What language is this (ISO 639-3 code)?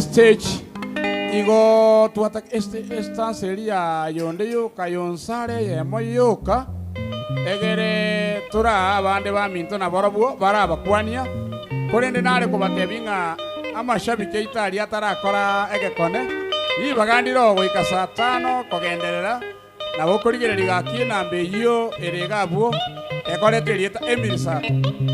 guz